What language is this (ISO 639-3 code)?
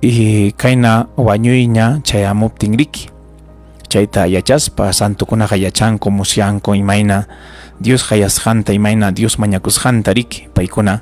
quy